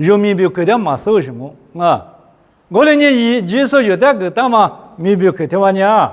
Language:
Lisu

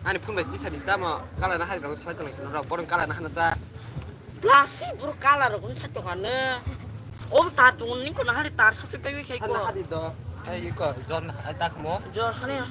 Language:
Kok Borok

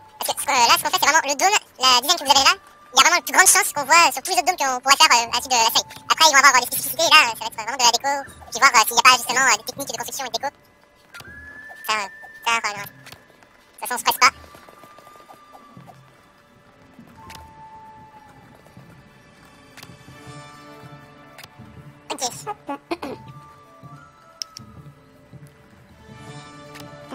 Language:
French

